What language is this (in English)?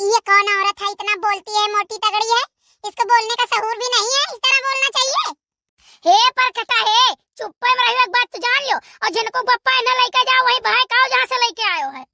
Awadhi